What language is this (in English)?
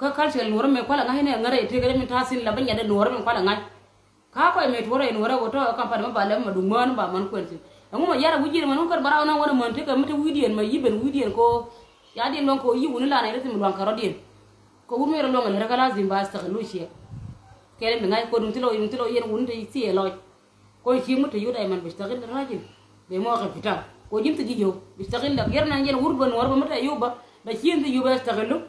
Nuer